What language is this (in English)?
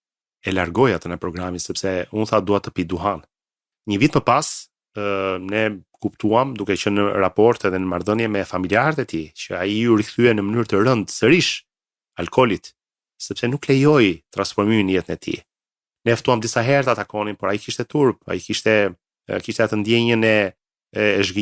Albanian